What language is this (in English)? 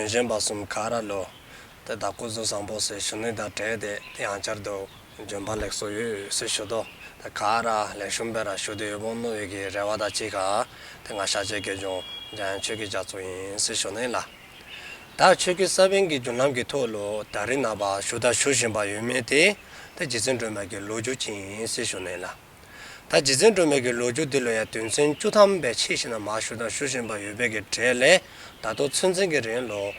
Dzongkha